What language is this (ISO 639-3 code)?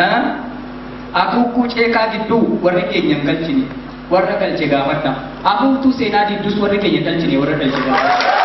orm